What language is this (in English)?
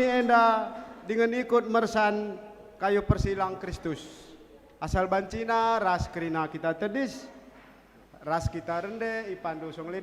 Batak Karo